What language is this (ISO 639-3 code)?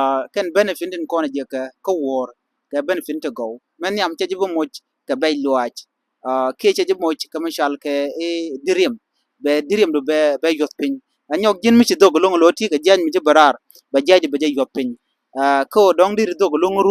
nus